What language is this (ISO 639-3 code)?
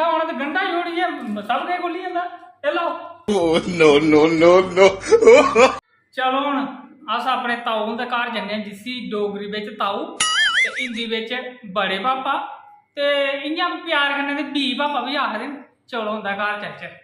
doi